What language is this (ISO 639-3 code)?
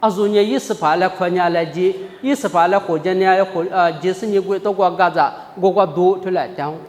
lis